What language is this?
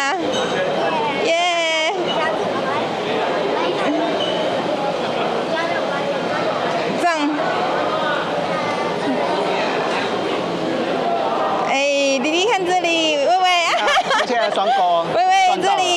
Chinese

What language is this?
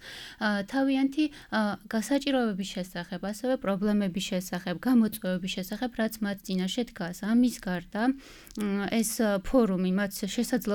Georgian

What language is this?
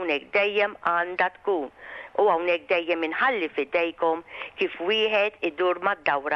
Maltese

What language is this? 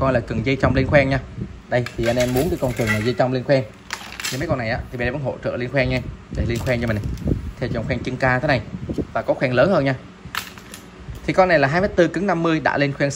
Vietnamese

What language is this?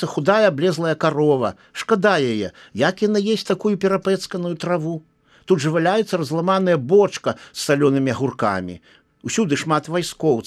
Belarusian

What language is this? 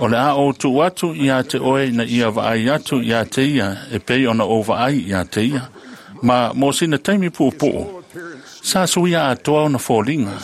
Samoan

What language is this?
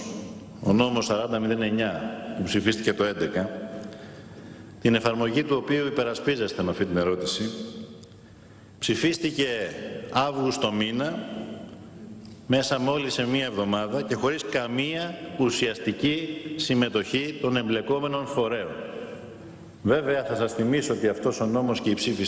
Greek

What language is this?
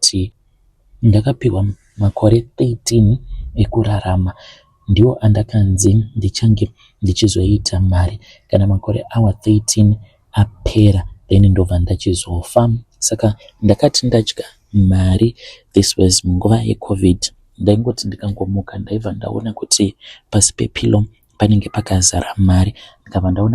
Shona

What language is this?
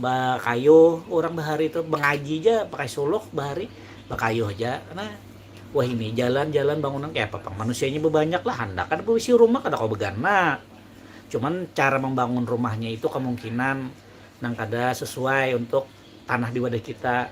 Banjar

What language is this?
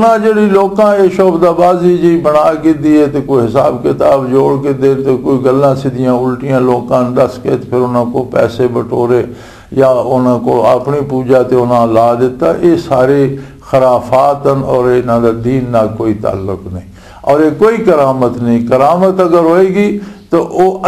Western Panjabi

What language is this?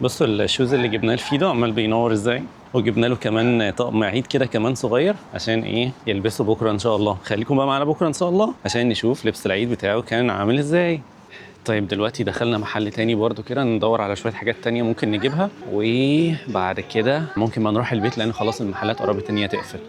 Egyptian Arabic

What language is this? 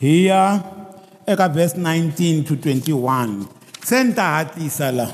Tsonga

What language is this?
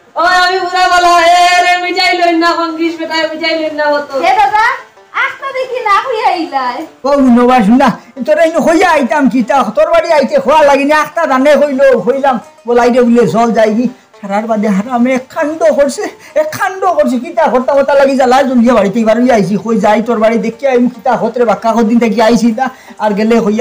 Sylheti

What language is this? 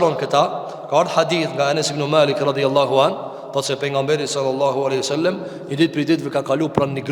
Albanian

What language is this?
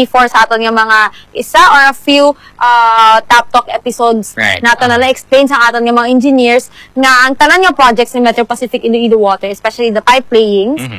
Hiligaynon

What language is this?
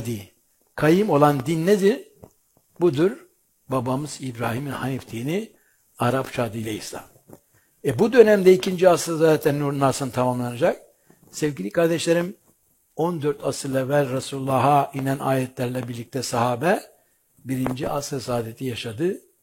Turkish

